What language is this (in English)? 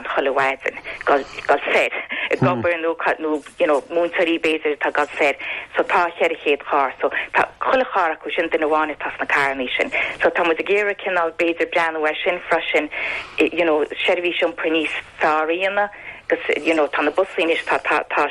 Irish